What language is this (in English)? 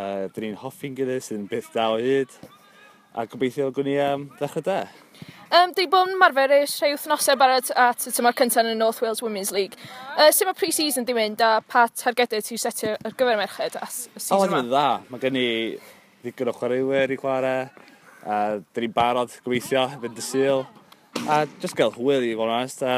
Welsh